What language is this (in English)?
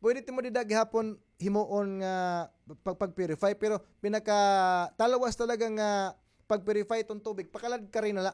Waray